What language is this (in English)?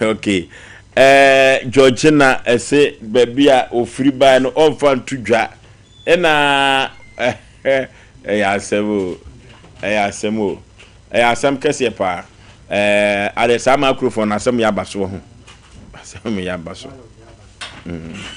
Akan